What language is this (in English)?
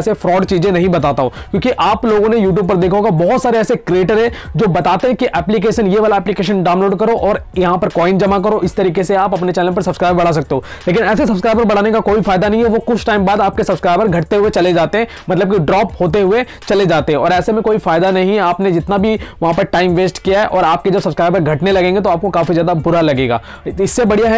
Hindi